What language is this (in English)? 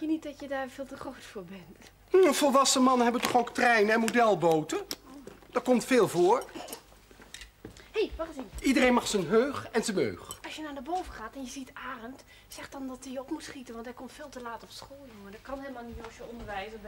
Dutch